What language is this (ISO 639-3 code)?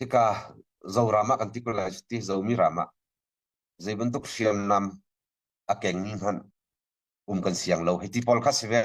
cnh